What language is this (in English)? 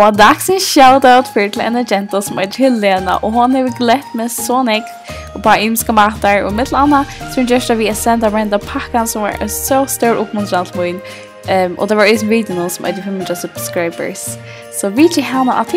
Faroese